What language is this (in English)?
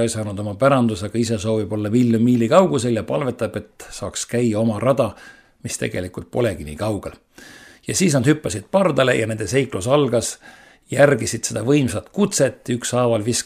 Estonian